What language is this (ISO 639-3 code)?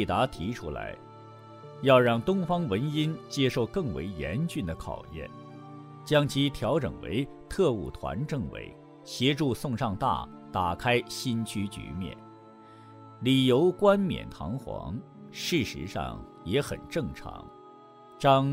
zho